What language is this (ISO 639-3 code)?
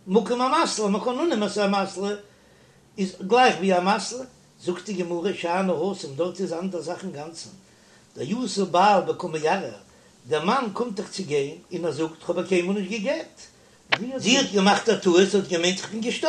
yid